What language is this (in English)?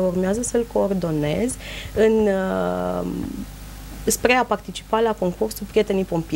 Romanian